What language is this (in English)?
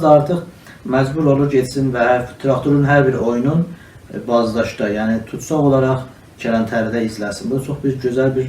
South Azerbaijani